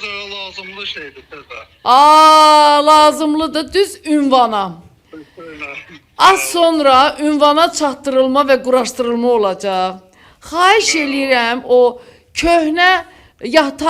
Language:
Azerbaijani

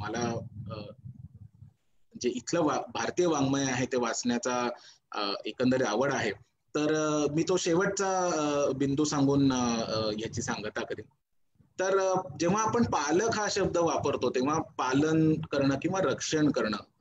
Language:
Marathi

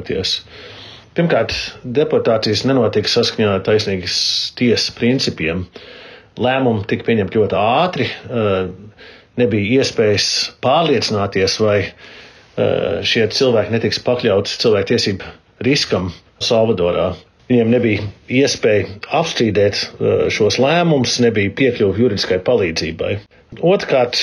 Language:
Latvian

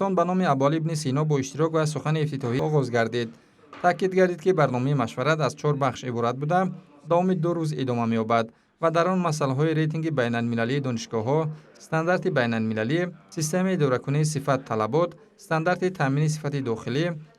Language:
Tajik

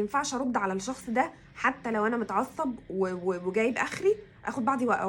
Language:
Egyptian Arabic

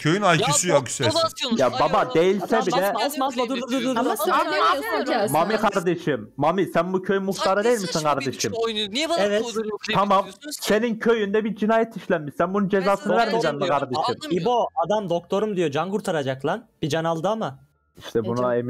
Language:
Turkish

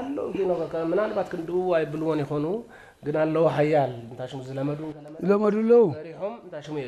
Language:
Tigrinya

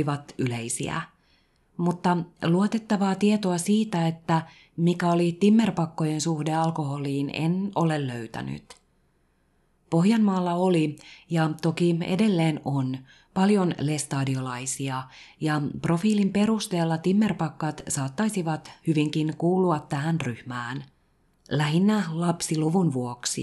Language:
Finnish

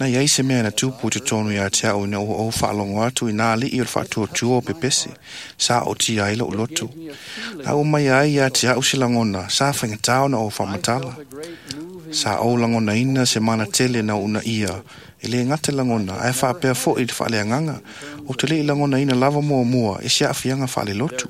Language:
Samoan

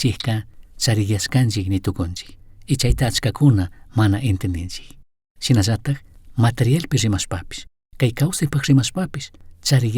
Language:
Chimborazo Highland Quichua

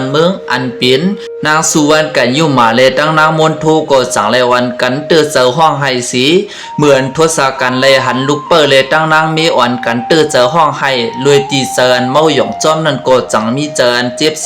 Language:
Shan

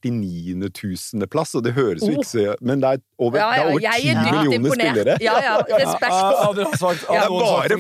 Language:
Norwegian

